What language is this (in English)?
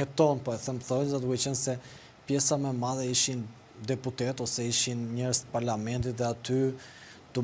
Albanian